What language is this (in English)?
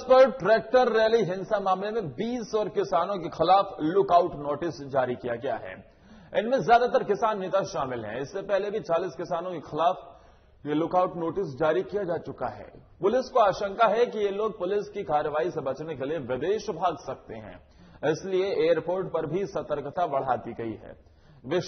Hindi